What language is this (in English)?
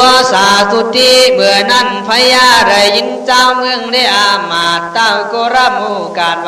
Khün